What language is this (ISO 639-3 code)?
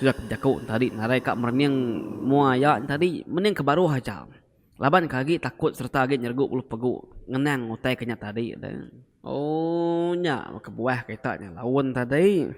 iba